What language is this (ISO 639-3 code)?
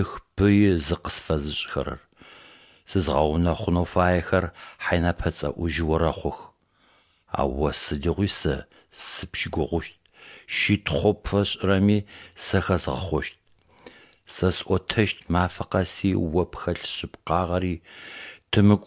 ady